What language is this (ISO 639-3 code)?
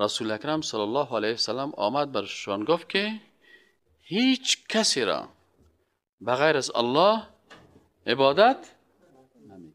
fas